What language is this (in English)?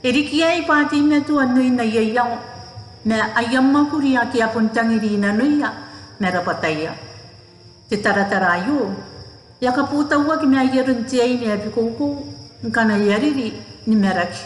Gilbertese